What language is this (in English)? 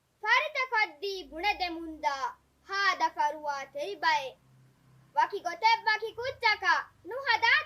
Divehi